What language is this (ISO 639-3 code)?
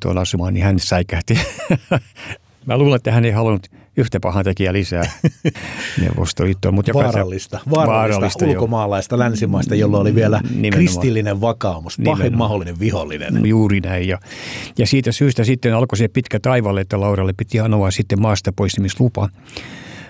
fin